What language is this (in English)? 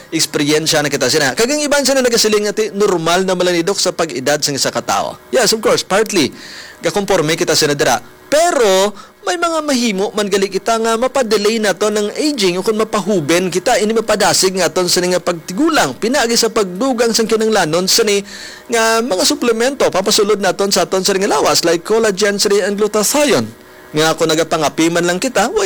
Hiligaynon